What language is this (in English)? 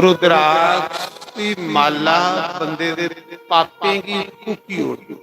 Dogri